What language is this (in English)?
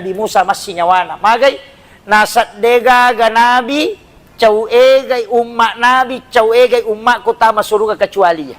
Buginese